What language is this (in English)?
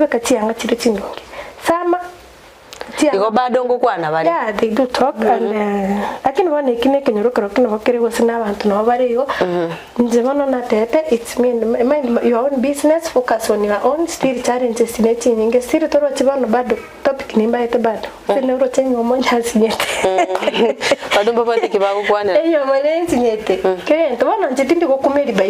Gusii